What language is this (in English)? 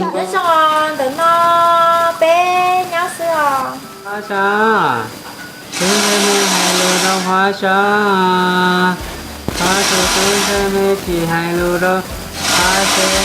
Hmong